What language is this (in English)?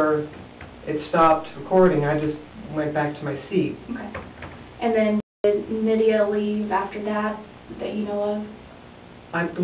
English